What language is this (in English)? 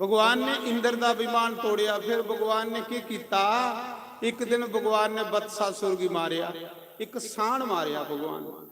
Dogri